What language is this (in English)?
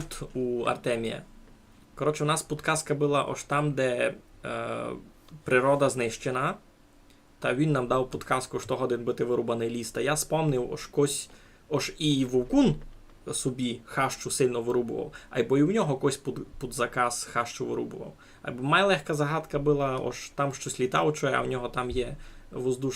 Rusyn